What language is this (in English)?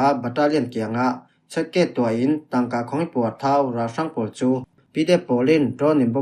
Falam Chin